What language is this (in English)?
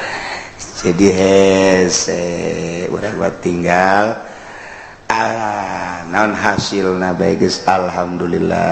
Sundanese